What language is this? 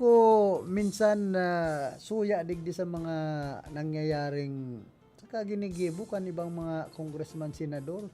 Bikol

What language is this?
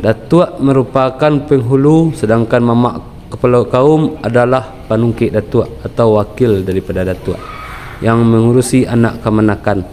Minangkabau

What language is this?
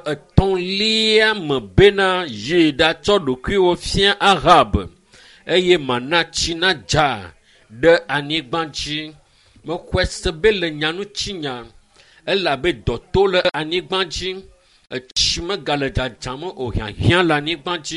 Ewe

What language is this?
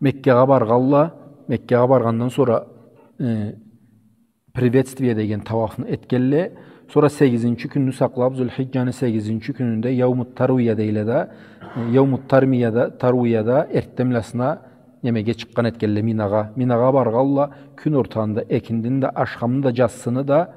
Karachay-Balkar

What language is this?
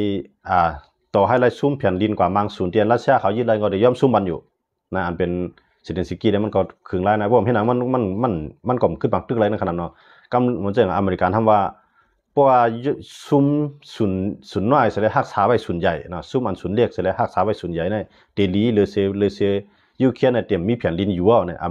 Shan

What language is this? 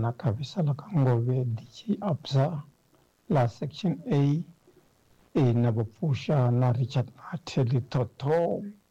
Tsonga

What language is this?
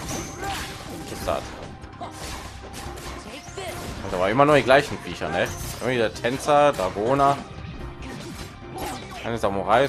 German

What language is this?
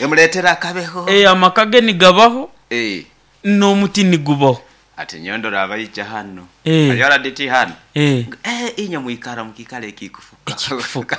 Nyoro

